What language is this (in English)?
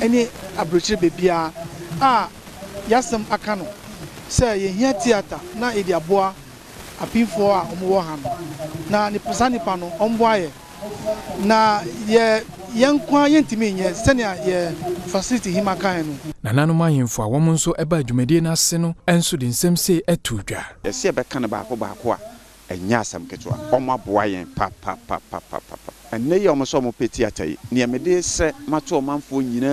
Akan